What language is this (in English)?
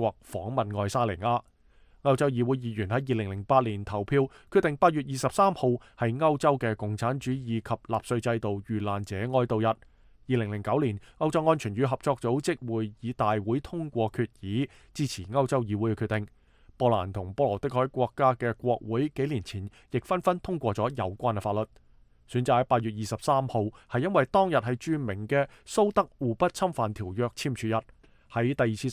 Cantonese